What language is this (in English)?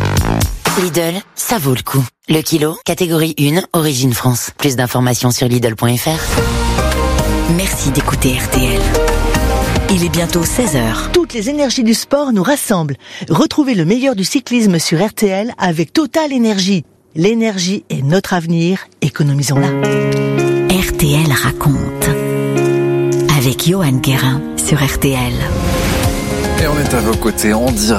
French